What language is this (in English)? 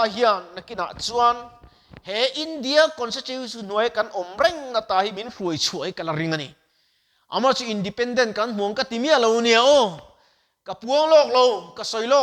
Mizo